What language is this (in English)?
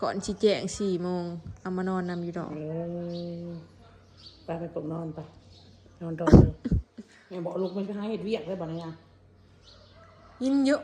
Northeastern Thai